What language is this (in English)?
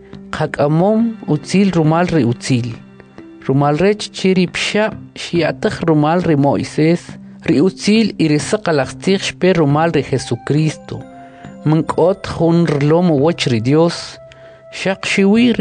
Kʼicheʼ